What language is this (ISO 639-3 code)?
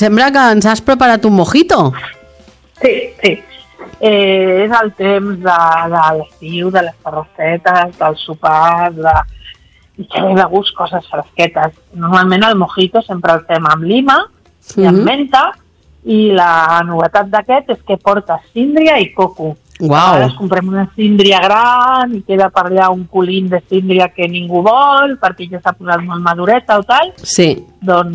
cat